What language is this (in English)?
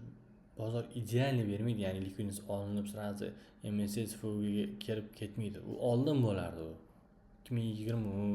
Uzbek